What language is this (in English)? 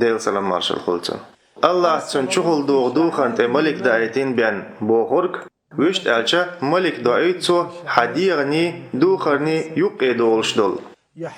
Chechen